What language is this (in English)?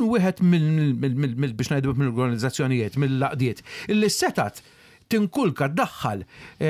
Maltese